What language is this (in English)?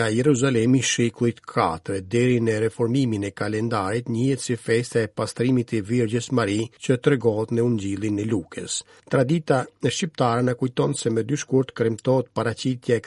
Albanian